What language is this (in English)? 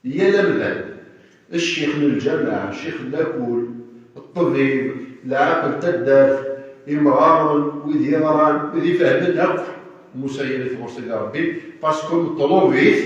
Kabyle